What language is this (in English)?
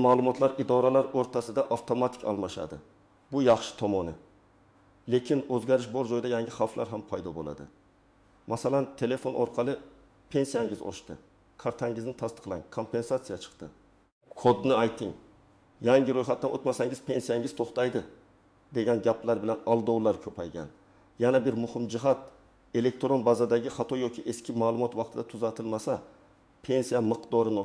Uzbek